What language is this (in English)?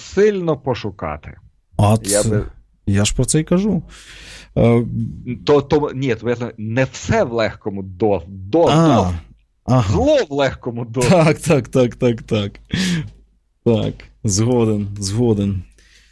Ukrainian